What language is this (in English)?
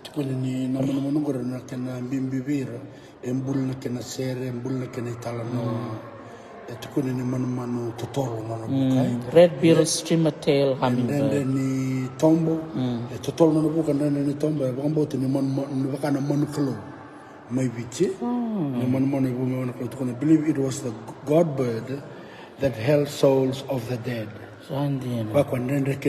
Fijian